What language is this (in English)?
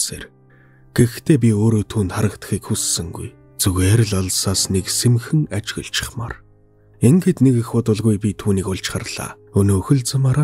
Mongolian